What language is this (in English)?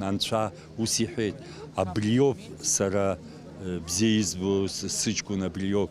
Abkhazian